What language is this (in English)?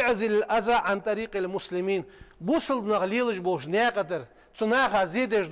Ingush